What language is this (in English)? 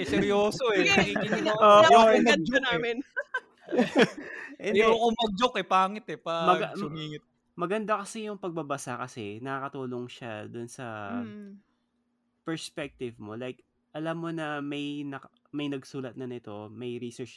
Filipino